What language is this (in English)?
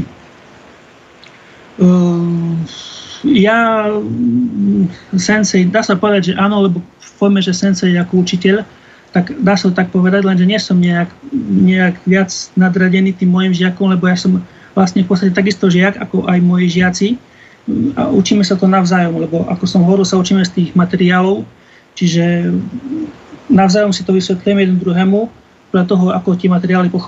Slovak